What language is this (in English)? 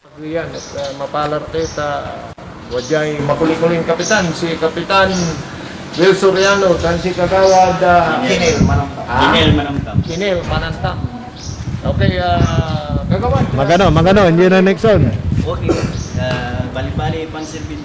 Pangasinan